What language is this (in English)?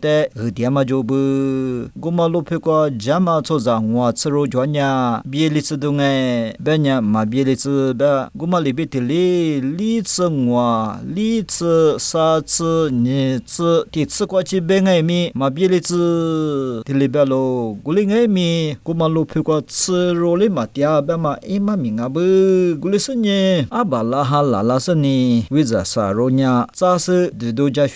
Lisu